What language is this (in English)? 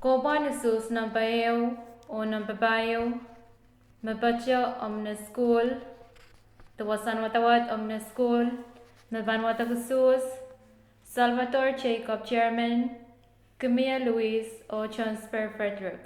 Pohnpeian